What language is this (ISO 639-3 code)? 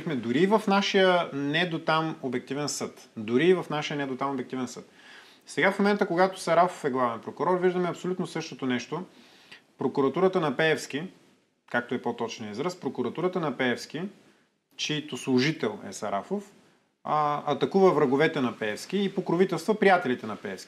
bul